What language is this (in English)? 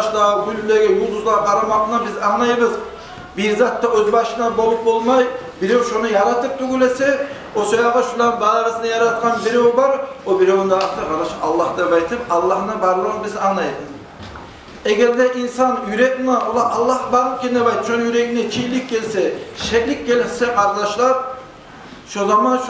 Kumyk